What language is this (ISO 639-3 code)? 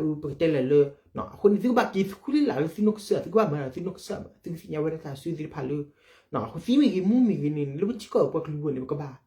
ksw